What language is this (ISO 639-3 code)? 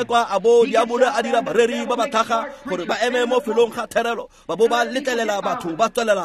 tsn